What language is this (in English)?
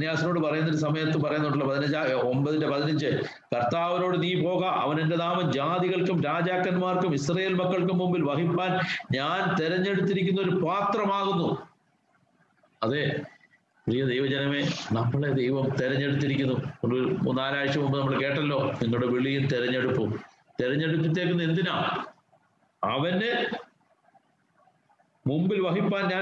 Malayalam